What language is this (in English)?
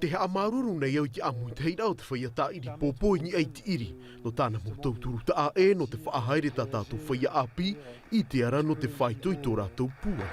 Tahitian